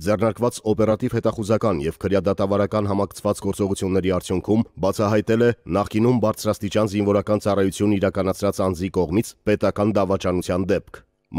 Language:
Armenian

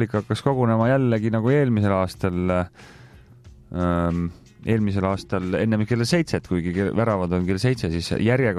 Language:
Estonian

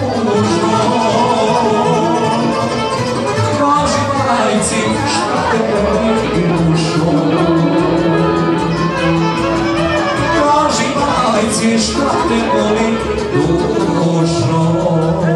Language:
Serbian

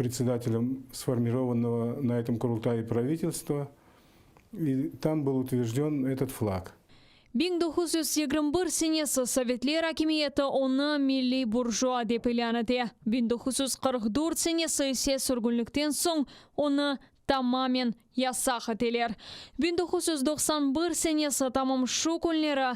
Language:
Crimean Tatar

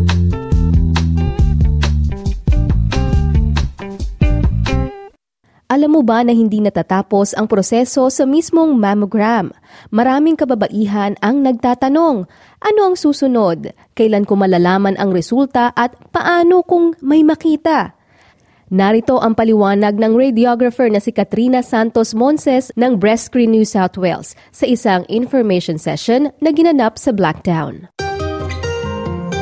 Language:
Filipino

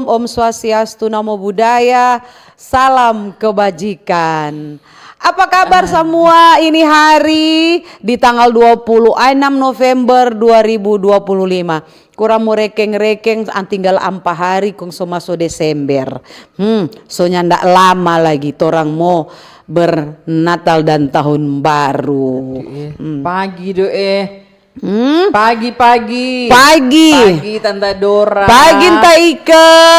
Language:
Manado Malay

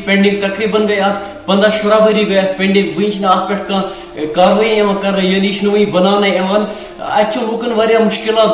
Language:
Kashmiri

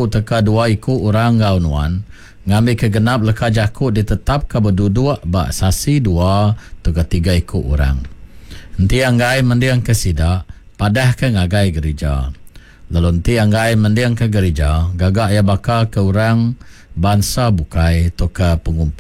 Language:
Iban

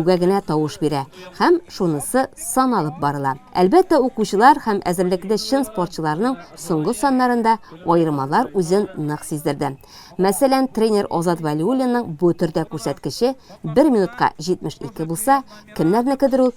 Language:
Tatar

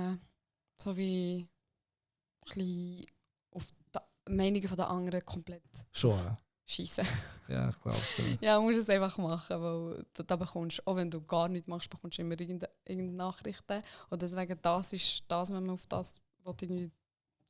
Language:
Swiss German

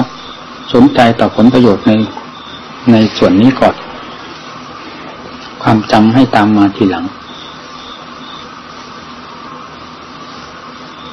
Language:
Thai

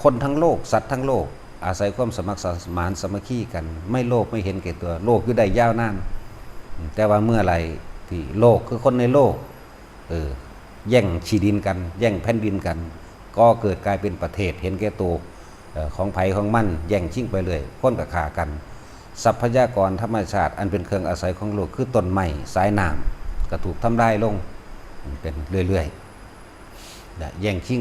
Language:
Northeastern Thai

